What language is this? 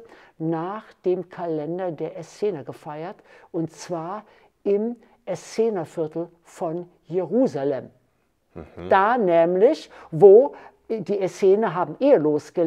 German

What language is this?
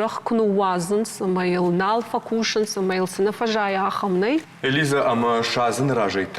Ossetic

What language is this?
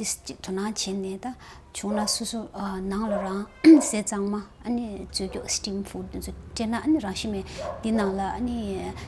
Tibetan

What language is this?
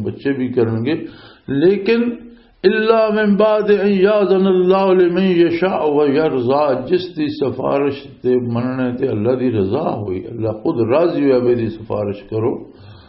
Western Panjabi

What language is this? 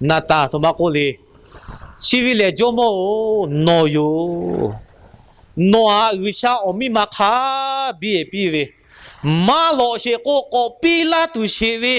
Lahu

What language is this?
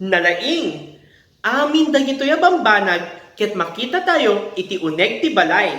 Iloko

